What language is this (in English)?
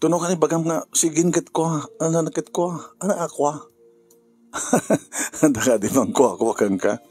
Iloko